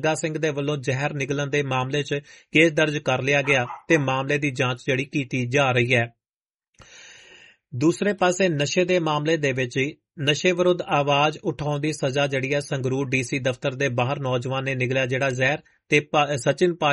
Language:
Punjabi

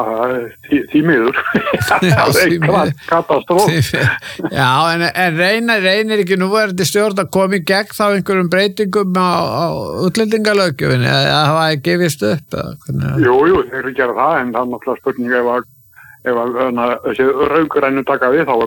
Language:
Icelandic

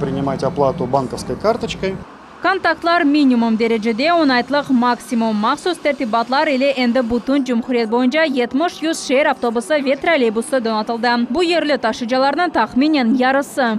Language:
Crimean Tatar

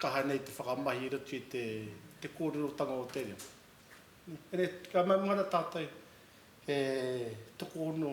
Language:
Māori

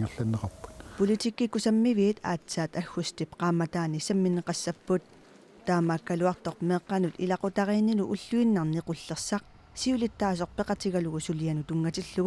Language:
Kalaallisut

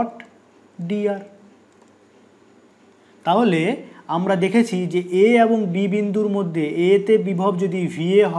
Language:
Bangla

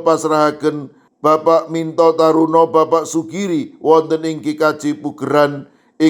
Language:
Javanese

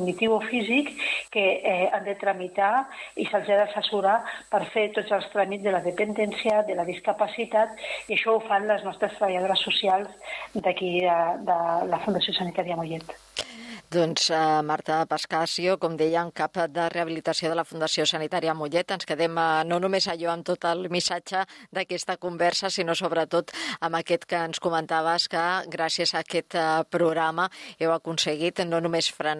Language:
Catalan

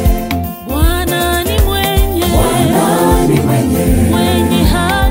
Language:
Swahili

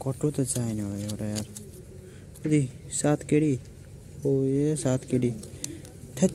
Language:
Nepali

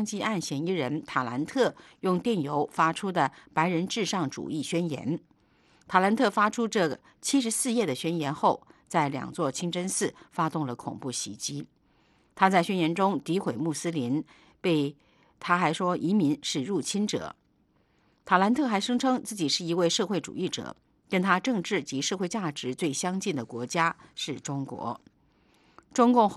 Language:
Chinese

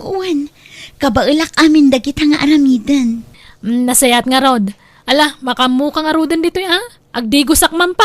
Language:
Iloko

